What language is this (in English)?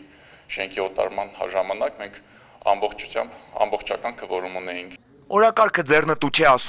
Armenian